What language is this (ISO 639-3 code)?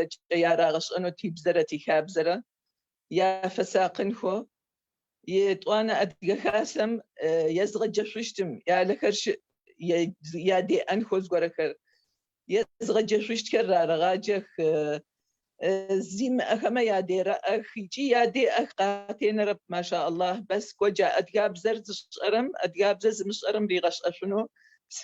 ady